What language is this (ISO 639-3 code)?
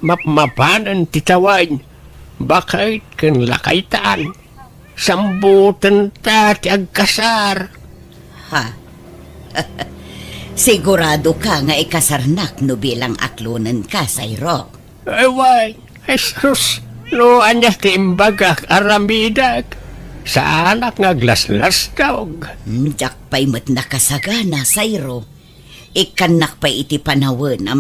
ilo